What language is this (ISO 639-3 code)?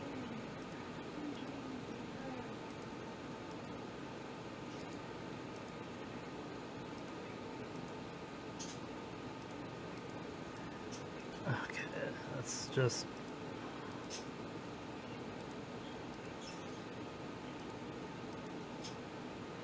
eng